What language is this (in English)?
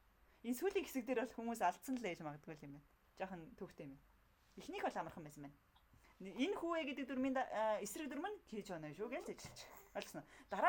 Mongolian